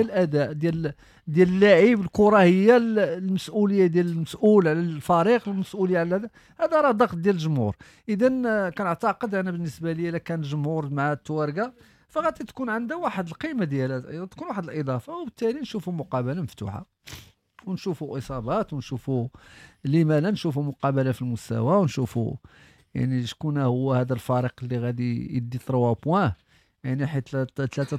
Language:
Moroccan Arabic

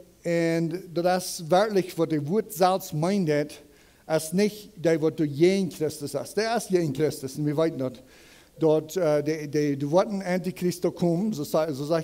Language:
Plautdietsch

